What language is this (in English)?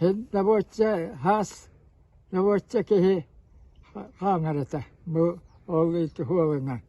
Yakut